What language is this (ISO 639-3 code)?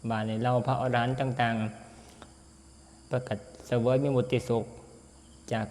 tts